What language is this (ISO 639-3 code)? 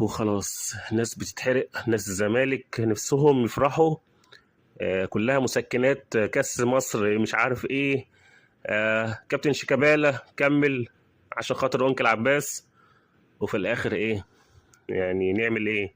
arz